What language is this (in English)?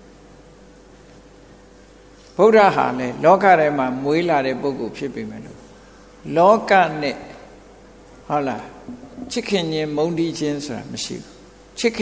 Burmese